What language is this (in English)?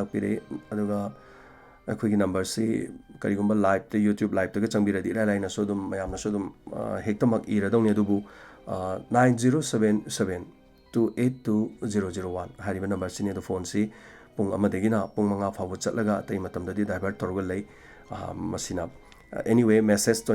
Manipuri